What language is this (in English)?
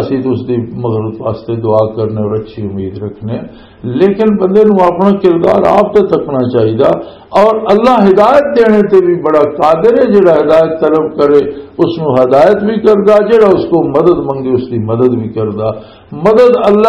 Western Panjabi